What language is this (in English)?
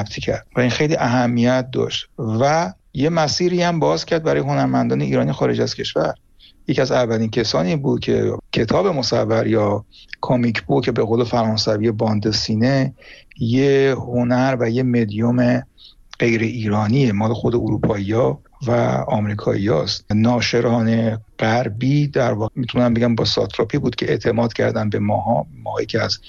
Persian